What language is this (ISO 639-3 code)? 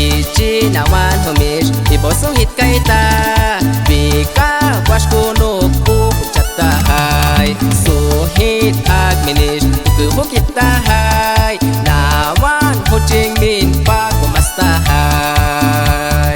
agr